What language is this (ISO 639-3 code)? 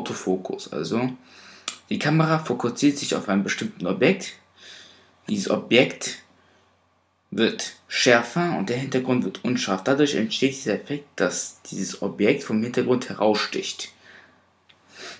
deu